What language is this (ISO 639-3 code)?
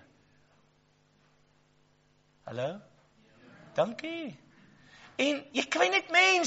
afr